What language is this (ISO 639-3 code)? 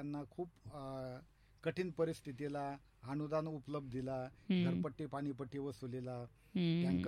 mar